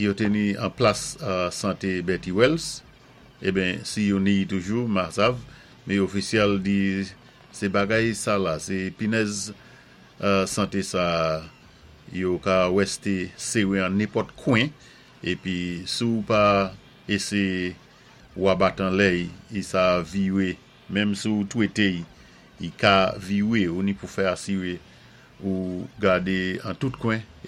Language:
Saint Lucian Creole French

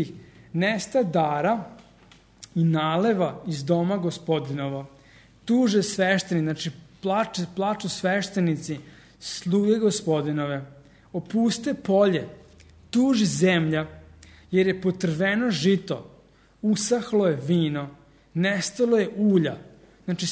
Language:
Serbian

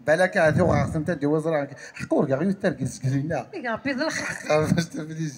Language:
Kabyle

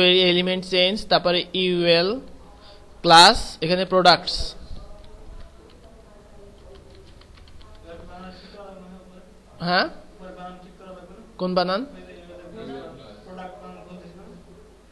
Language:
Bangla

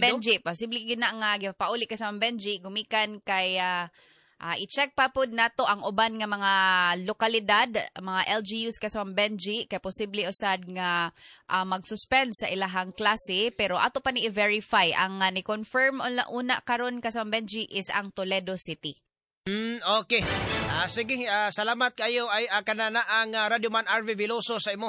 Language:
Cebuano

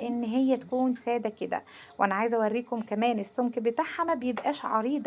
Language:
Egyptian Arabic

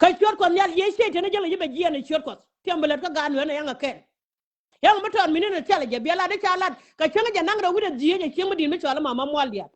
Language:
Nuer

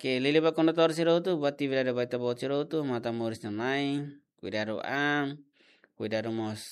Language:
Tetum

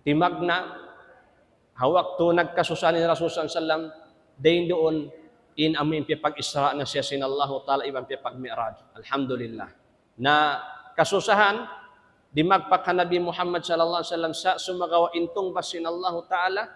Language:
Tausug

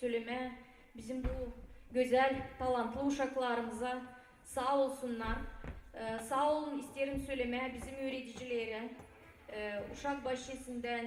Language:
Gagauz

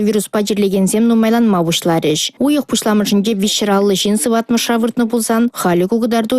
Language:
Chuvash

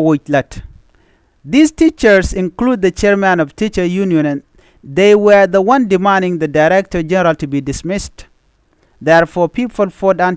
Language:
Nuer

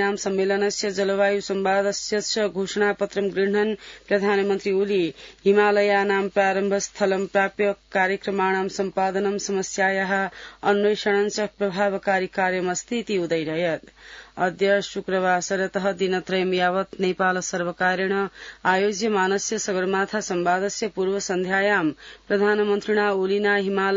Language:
Sanskrit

